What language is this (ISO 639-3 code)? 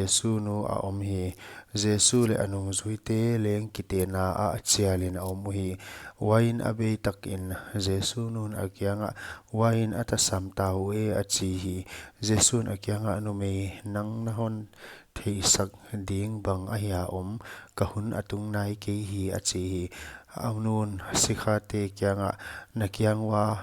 pck